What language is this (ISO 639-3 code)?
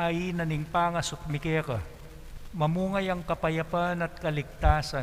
pam